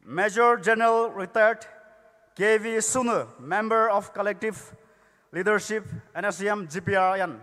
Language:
Poumei Naga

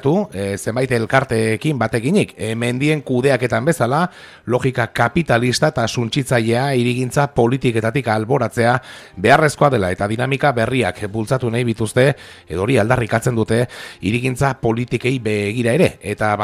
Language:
Basque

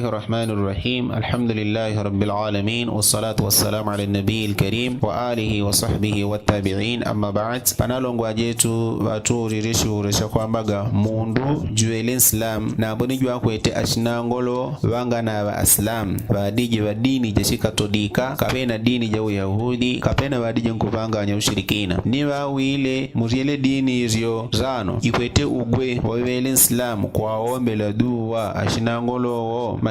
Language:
Yao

